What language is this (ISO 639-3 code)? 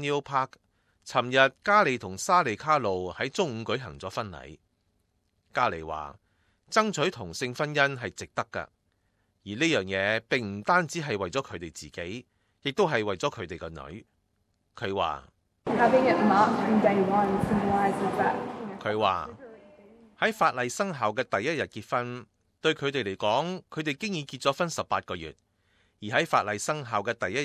yue